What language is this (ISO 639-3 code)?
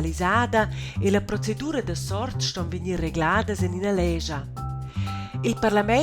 roh